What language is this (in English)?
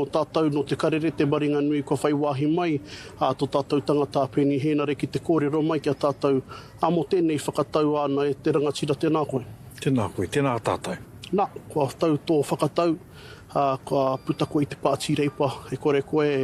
Māori